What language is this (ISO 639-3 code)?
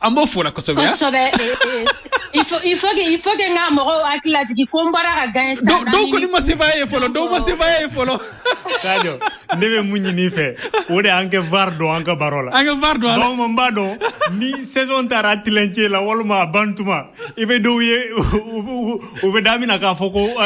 bam